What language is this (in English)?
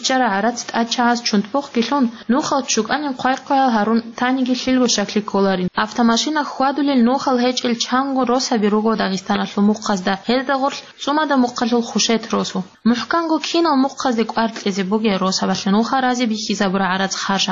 Avaric